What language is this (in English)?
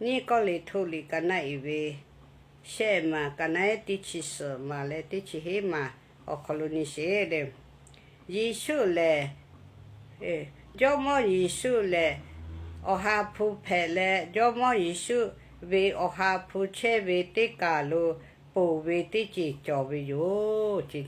Lahu